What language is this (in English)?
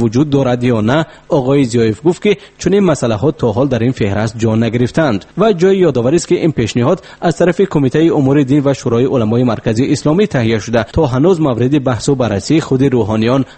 Tajik